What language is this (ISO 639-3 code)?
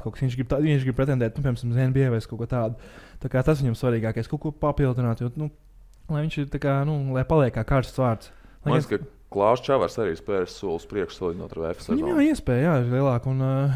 lav